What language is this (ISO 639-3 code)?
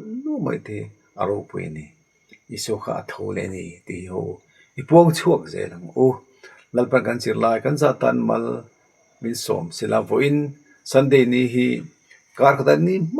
lus